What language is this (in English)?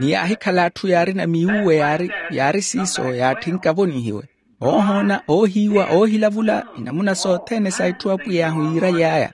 Makhuwa